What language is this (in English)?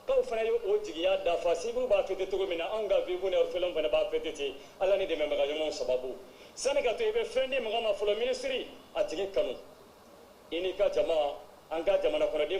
Bambara